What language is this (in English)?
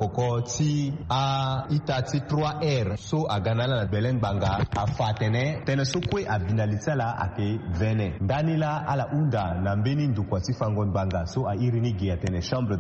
Sango